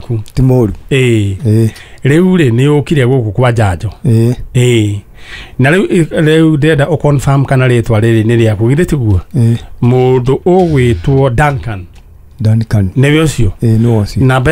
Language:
Kikuyu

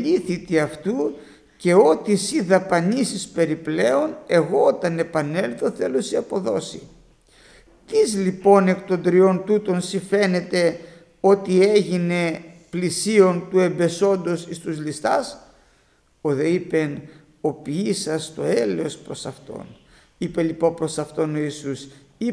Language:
Greek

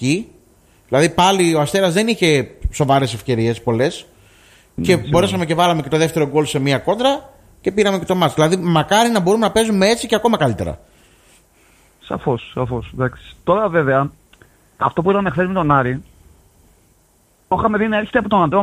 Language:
Greek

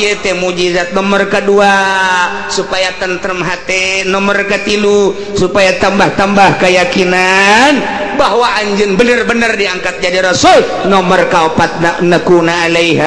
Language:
Sundanese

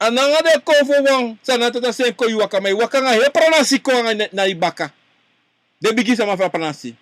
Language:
Sranan Tongo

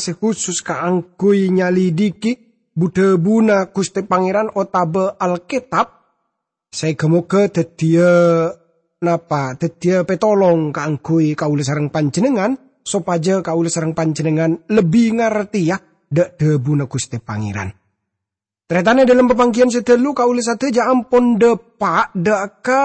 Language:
Madurese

